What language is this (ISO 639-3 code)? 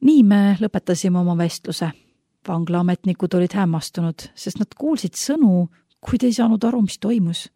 est